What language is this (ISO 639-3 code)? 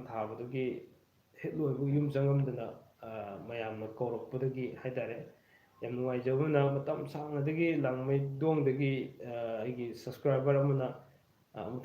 mni